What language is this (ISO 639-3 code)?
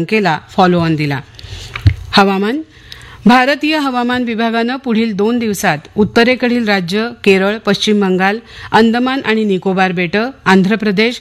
mar